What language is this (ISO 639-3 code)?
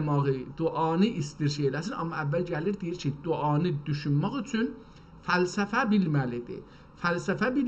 azb